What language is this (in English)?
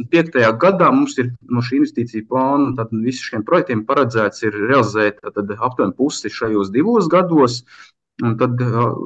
Latvian